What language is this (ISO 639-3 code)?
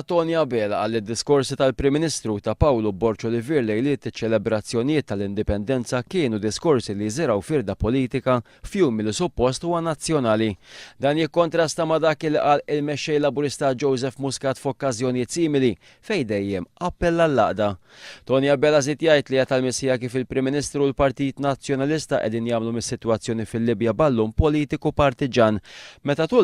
mlt